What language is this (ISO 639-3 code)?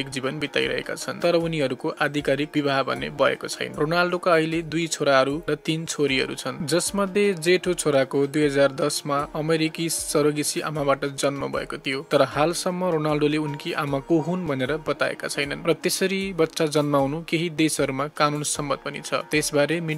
nep